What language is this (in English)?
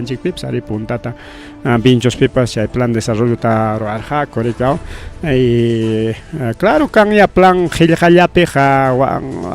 Ayacucho Quechua